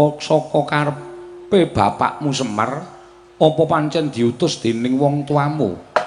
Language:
Javanese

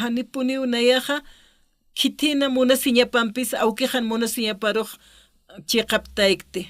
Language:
Aymara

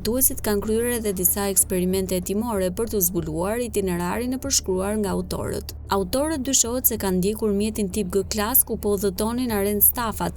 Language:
Albanian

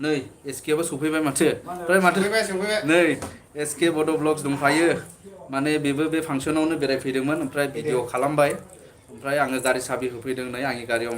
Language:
Bodo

